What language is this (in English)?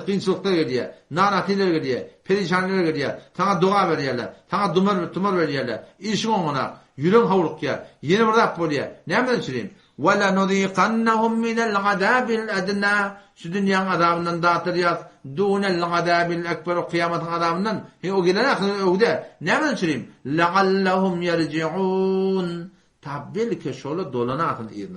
Turkmen